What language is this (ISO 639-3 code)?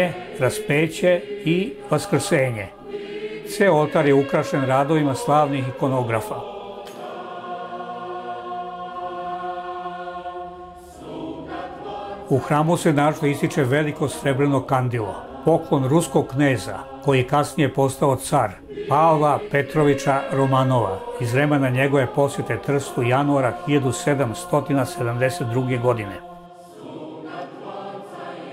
srp